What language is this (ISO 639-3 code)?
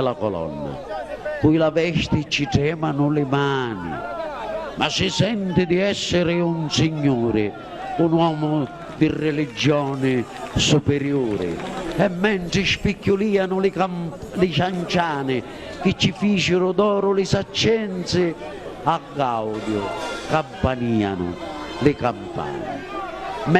scn